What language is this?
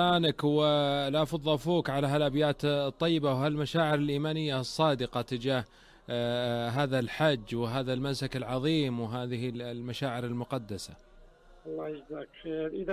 Najdi Arabic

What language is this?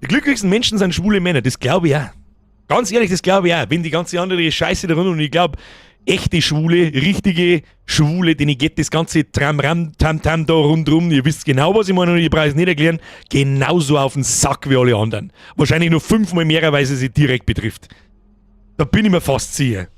Bavarian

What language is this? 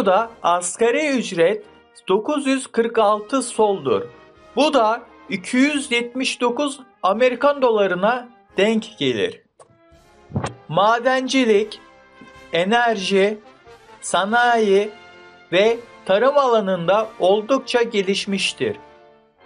Turkish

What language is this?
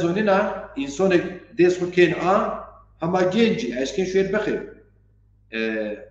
Zaza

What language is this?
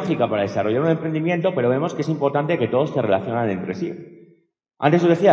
Spanish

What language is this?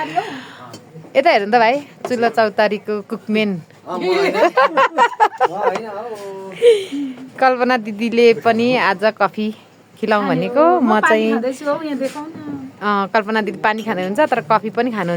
Nepali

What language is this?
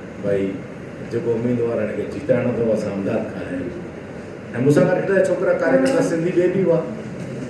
Sindhi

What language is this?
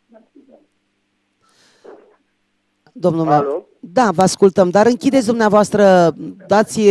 Romanian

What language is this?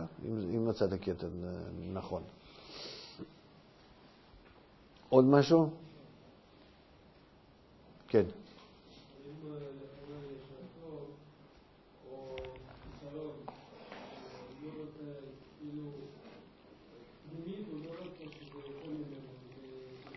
Hebrew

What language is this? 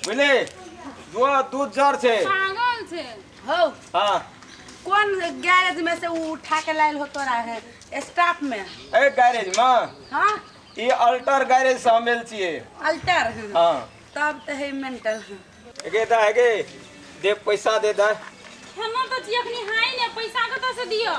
Maithili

